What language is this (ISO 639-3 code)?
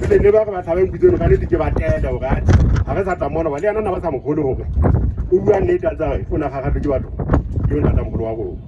sot